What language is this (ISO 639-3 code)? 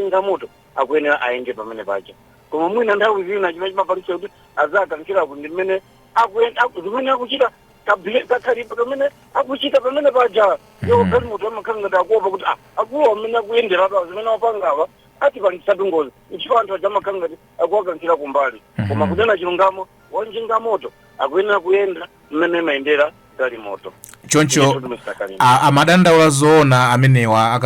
nya